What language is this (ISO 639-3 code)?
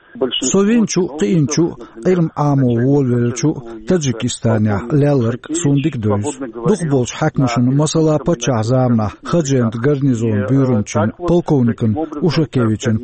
che